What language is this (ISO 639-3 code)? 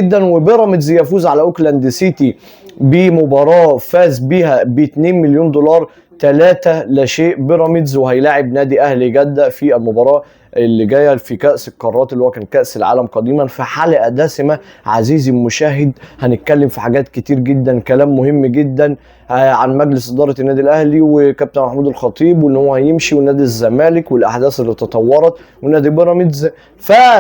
arz